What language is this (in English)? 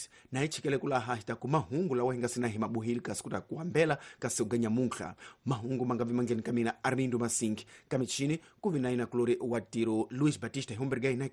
Tsonga